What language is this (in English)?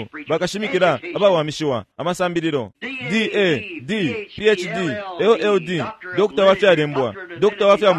Bemba